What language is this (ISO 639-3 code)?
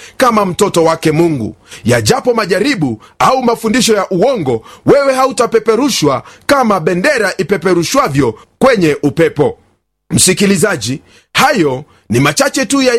swa